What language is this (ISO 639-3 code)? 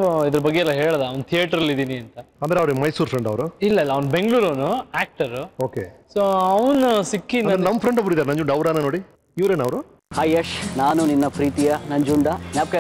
kan